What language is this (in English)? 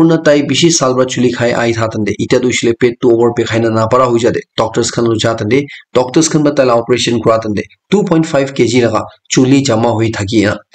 Naga Pidgin